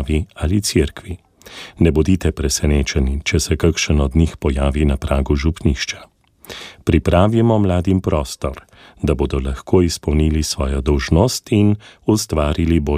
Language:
Slovenian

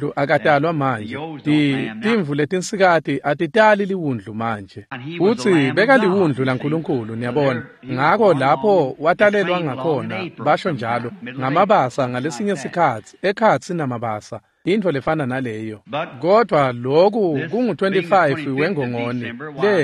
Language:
Swati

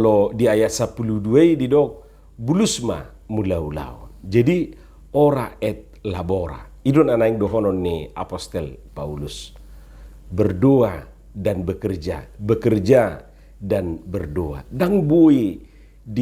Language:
Batak Toba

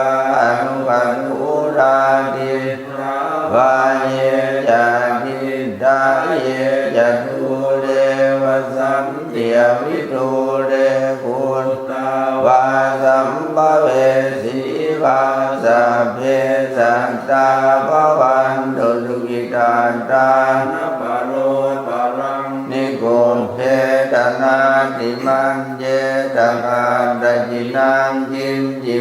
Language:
Pali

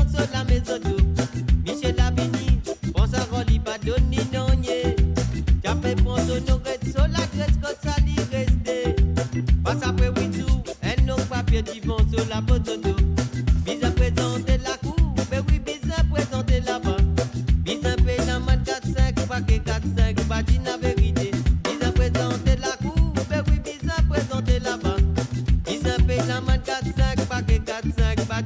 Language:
Morisyen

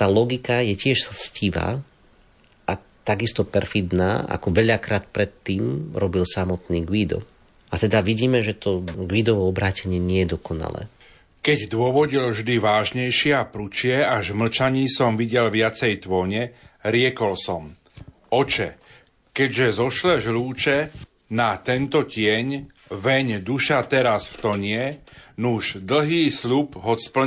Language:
Slovak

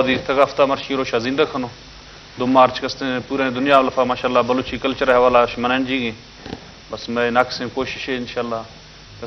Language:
Eastern Balochi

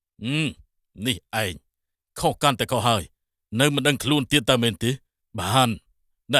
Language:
Khmer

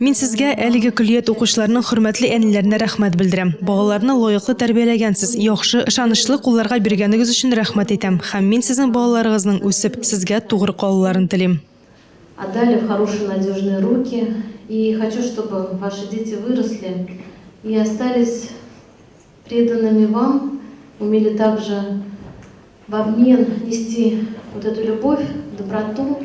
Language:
Tatar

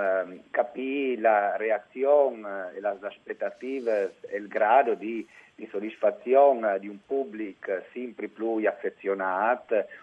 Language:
Friulian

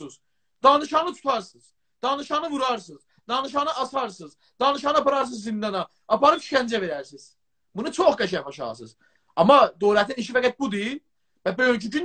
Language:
South Azerbaijani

